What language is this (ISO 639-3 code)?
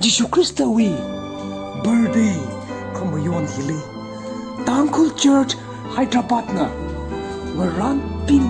nmf